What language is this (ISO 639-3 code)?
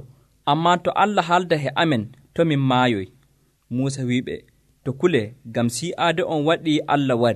fuv